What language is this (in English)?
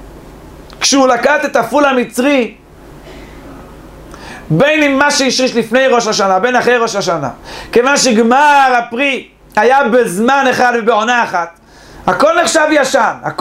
Hebrew